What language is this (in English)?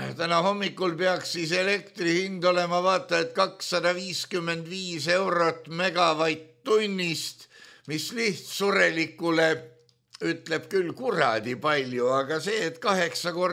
Estonian